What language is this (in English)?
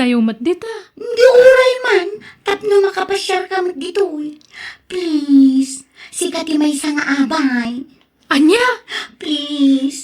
Iloko